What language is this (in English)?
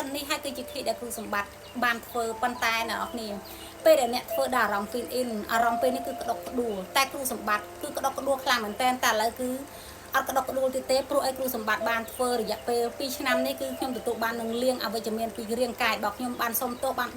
Khmer